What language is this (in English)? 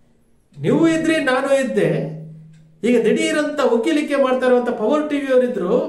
Kannada